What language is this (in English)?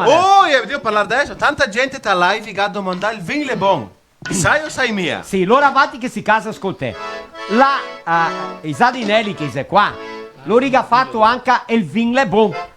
Venetian